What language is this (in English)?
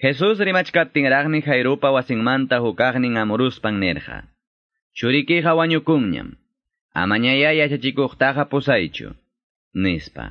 Quechua